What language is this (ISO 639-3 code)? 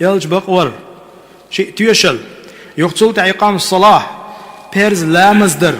che